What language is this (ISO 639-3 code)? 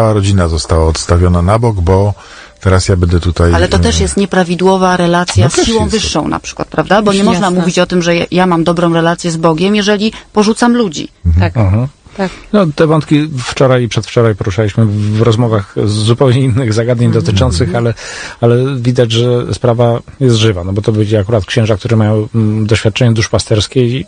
pol